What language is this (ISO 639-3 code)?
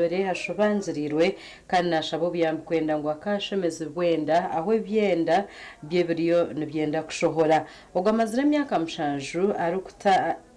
nyn